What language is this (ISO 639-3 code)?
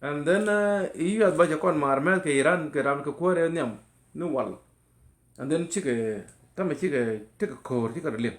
nus